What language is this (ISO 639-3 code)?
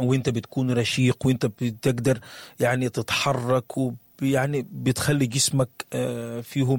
apd